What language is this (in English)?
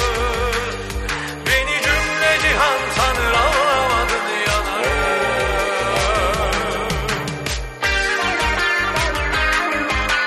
Turkish